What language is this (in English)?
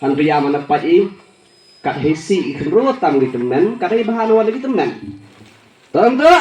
Khasi